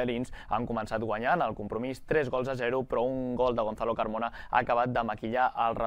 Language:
Catalan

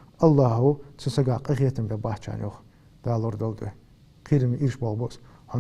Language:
Ingush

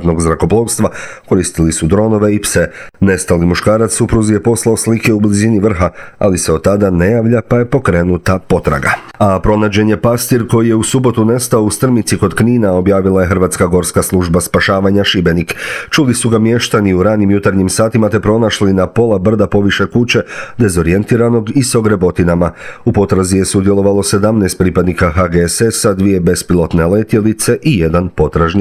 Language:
Croatian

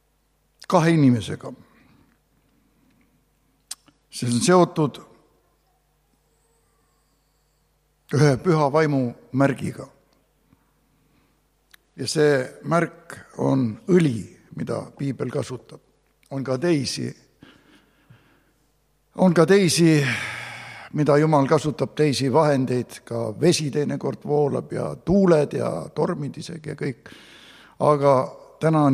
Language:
Estonian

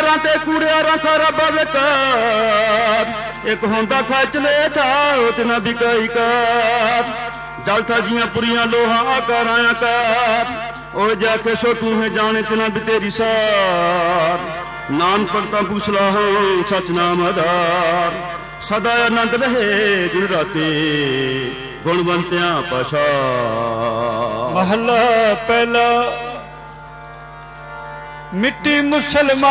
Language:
Punjabi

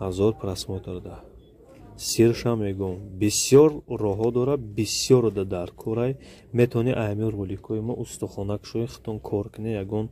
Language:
Tajik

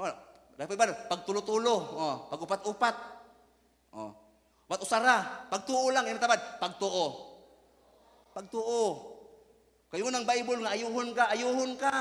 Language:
Cebuano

